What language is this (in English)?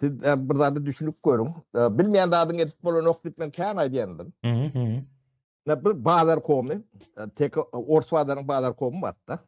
Turkmen